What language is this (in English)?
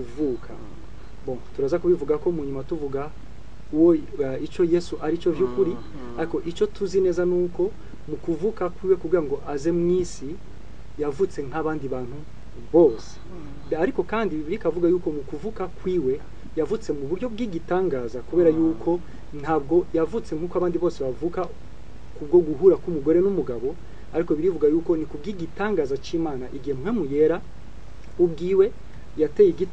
Rundi